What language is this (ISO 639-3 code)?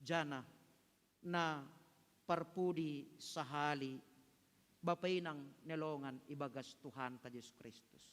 bts